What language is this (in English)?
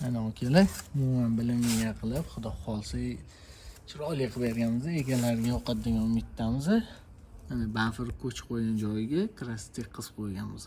Uzbek